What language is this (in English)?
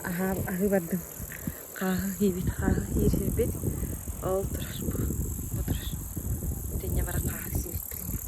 Yakut